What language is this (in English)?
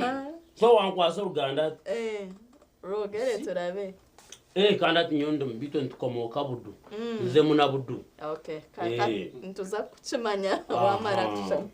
Nyankole